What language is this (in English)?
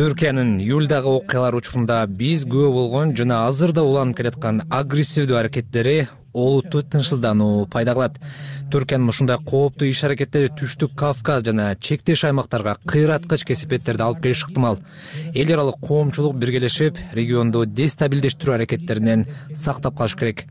Kyrgyz